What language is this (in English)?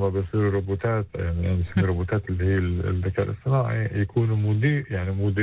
North Levantine Arabic